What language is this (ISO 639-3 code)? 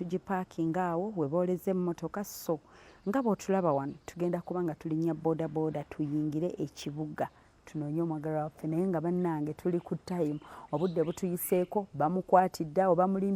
lug